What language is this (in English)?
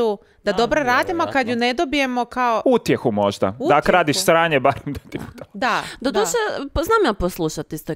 Croatian